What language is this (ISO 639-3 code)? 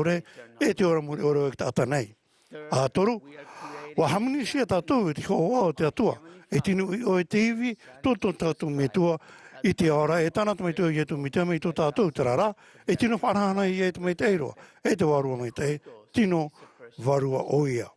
tah